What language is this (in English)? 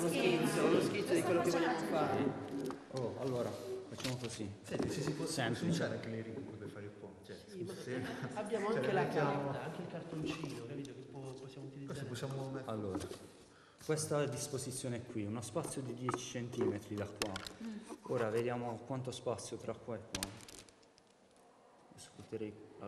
Italian